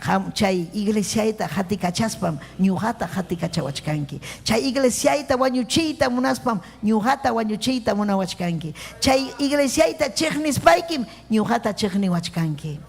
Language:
Ayacucho Quechua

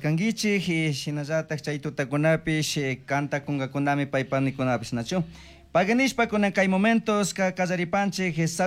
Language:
Chimborazo Highland Quichua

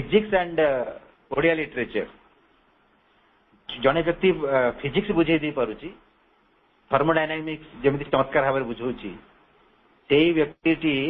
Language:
Odia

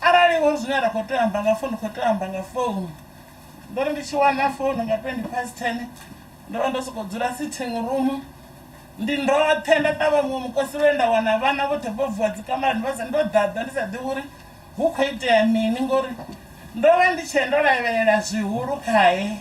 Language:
Venda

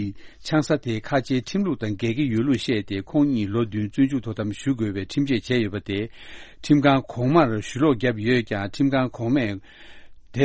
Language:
Tibetan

